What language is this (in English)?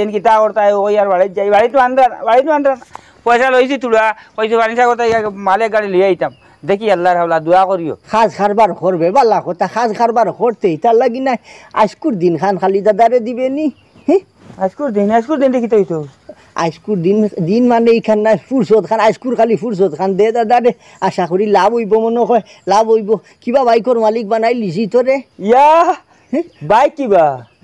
Sylheti